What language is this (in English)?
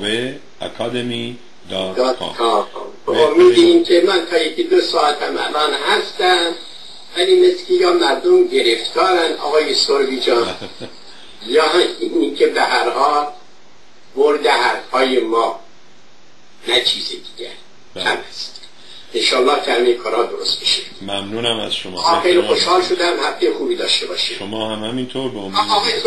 Persian